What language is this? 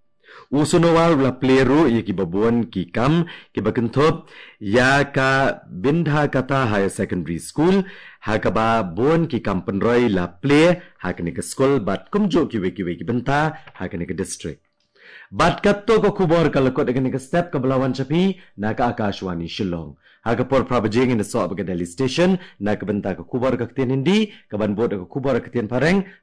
Khasi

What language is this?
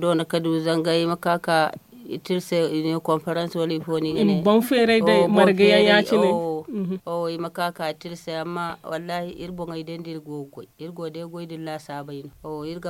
Zarma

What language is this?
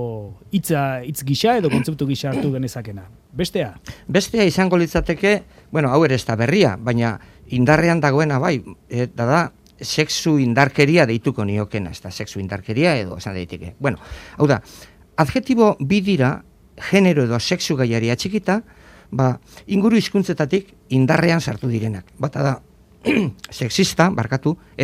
Basque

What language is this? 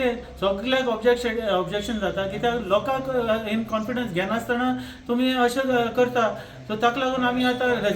Konkani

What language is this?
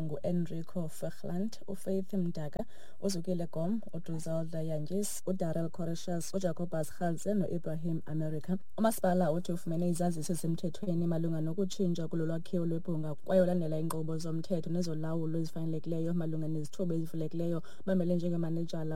Xhosa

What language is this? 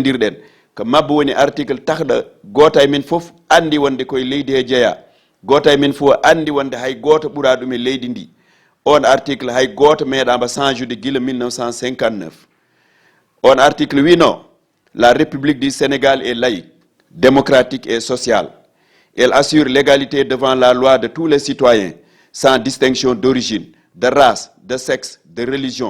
Fula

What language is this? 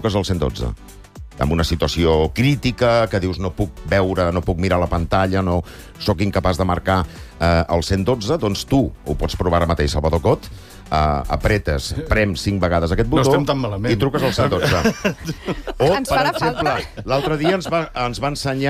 Catalan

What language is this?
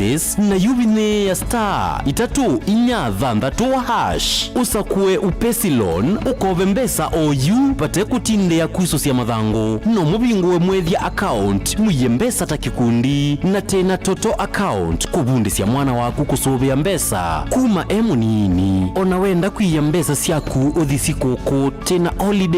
Kamba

